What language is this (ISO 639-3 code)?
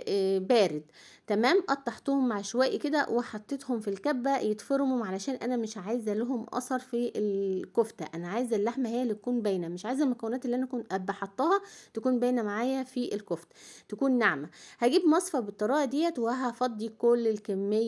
arz